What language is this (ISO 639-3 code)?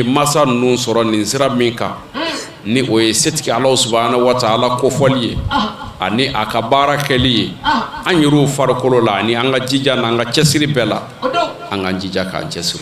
bam